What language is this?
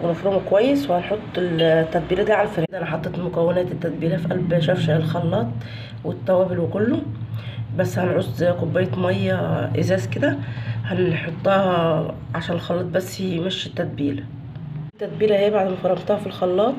Egyptian Arabic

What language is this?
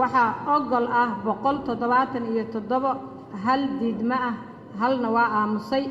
Somali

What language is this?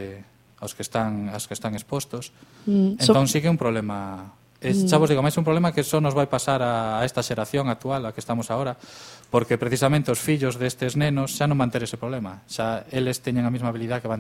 Galician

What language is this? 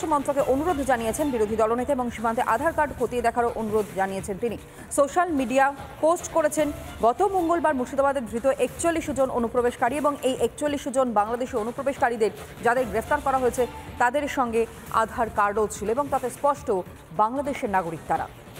Bangla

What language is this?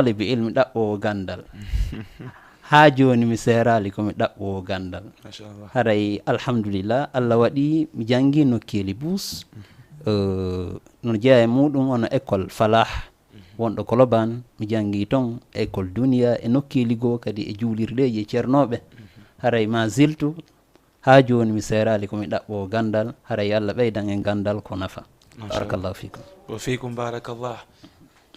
Fula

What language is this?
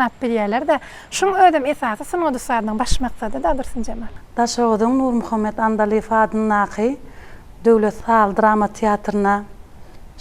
Turkmen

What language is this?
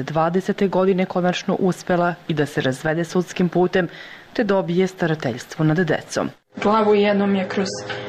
Serbian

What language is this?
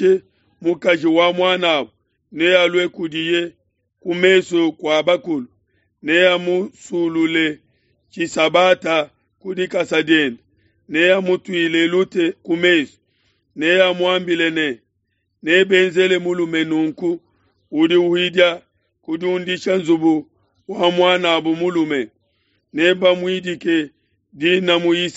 Luba-Lulua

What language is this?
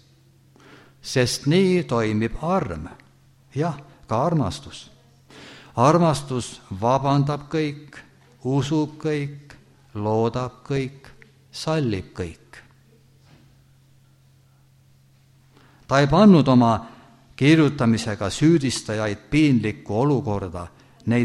Estonian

